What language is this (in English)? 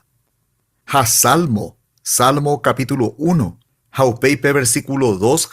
Guarani